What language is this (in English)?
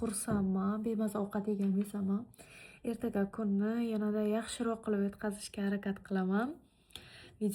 Uzbek